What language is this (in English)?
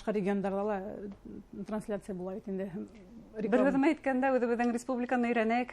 Bashkir